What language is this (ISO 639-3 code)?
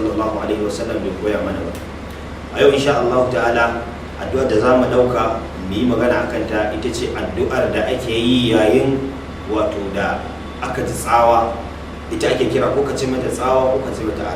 hau